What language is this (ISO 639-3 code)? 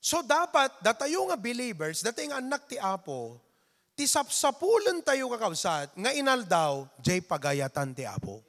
ilo